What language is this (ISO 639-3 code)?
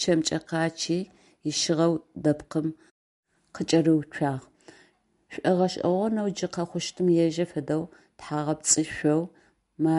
ady